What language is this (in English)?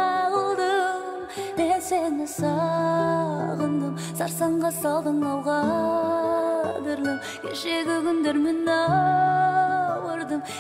Kazakh